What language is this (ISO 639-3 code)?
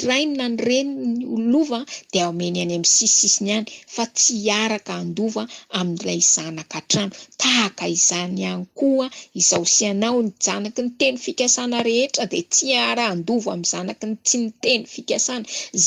mlg